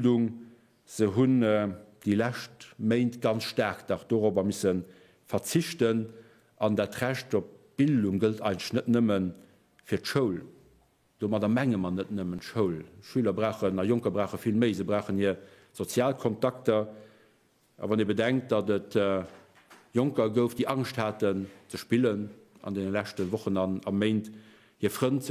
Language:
Luxembourgish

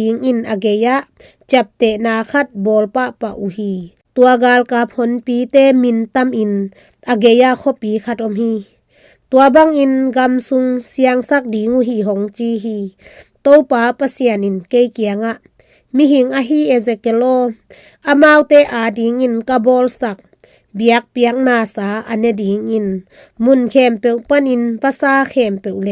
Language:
Tedim Chin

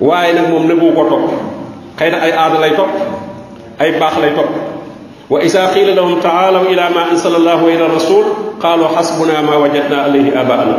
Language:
Wolof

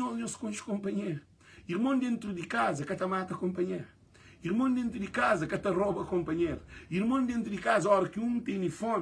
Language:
Kabuverdianu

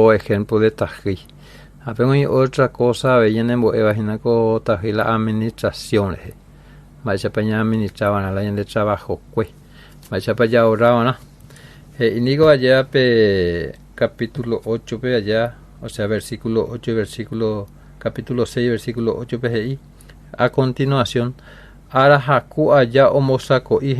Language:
Guarani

